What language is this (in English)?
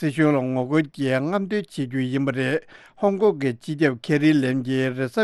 Tibetan